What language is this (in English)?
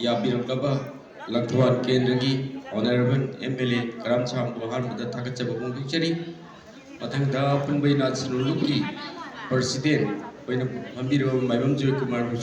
Manipuri